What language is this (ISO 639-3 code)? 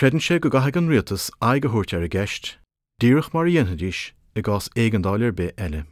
gle